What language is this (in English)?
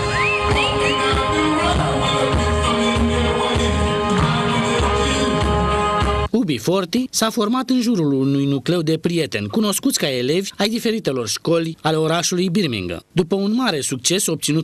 Romanian